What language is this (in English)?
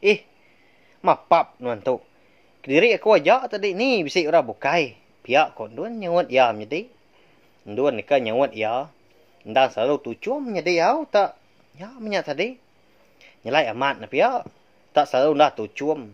Iban